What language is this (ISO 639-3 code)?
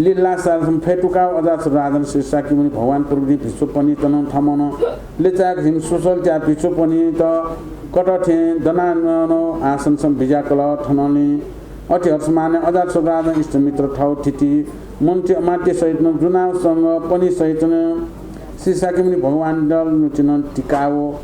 new